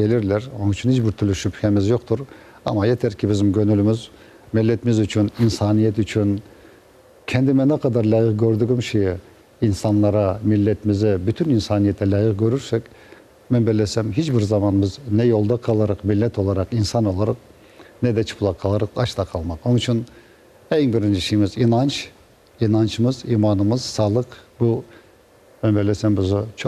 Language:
Crimean Tatar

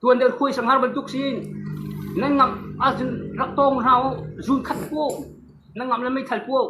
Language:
Falam Chin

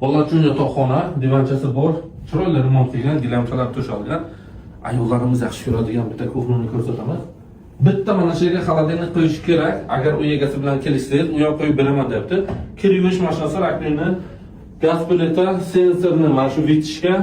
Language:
Uzbek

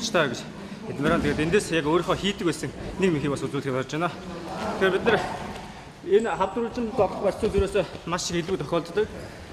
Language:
Mongolian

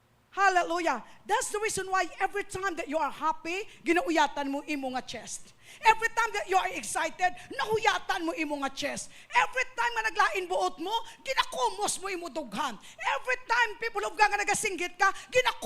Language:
Hiligaynon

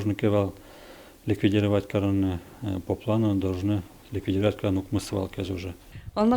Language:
Udmurt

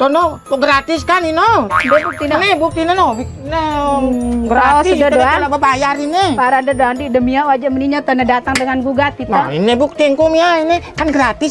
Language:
Sasak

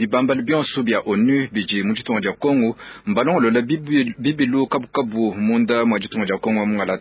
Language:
Luba-Lulua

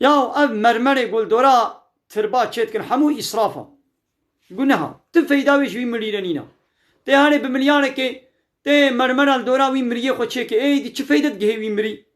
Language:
Kurdish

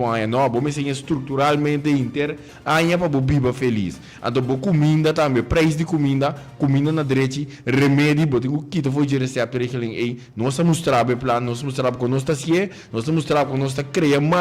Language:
Papiamento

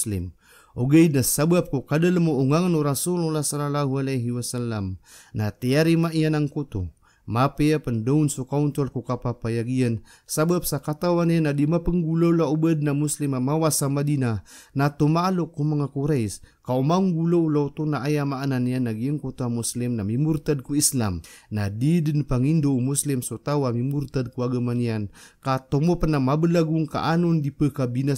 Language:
Maranao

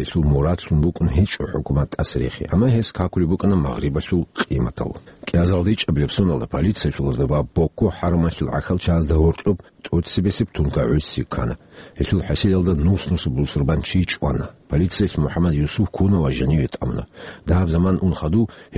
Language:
Avaric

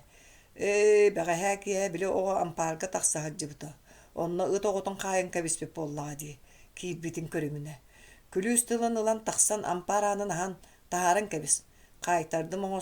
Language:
Yakut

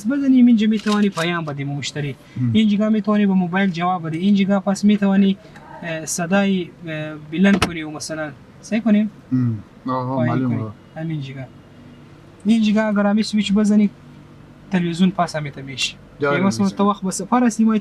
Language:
Persian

